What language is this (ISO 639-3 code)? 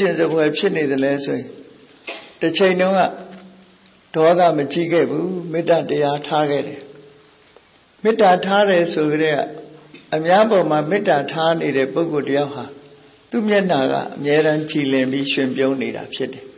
mya